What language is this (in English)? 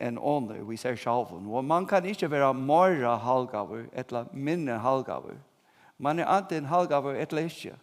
Faroese